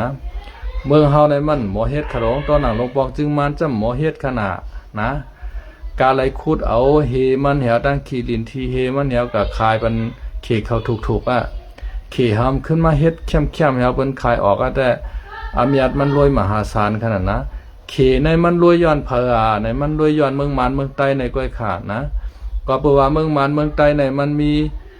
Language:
Shan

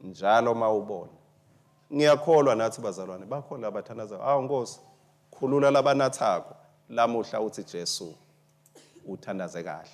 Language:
Swati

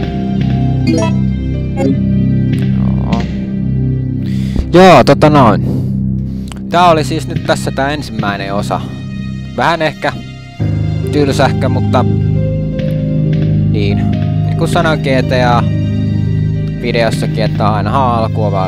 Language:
Finnish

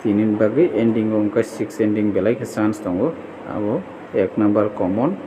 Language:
Kok Borok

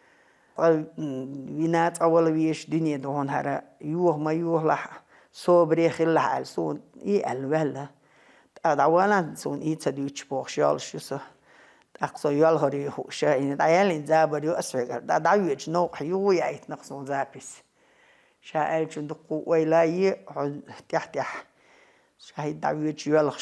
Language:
Chechen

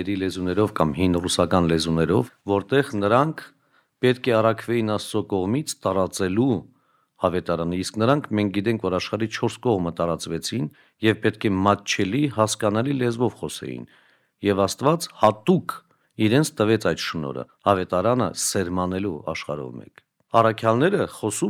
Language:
Armenian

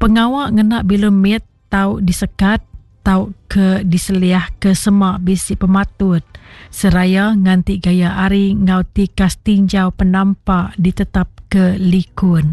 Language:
Iban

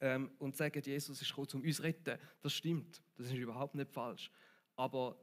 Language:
Swiss German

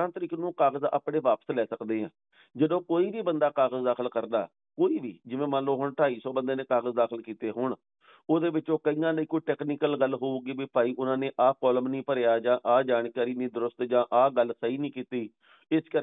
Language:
Punjabi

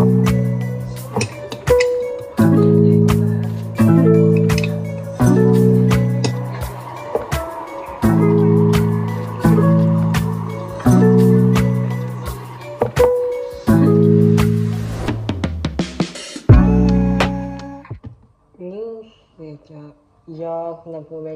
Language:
Swedish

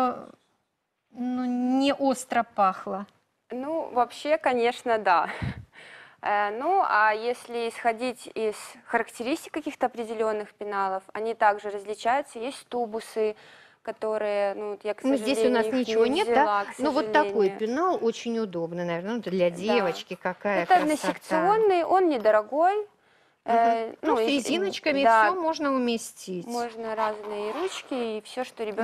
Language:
Russian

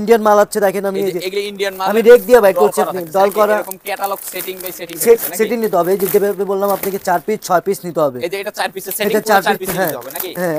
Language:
Bangla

